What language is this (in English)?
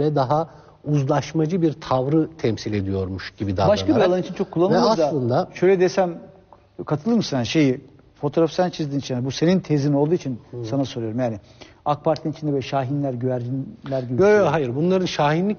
Turkish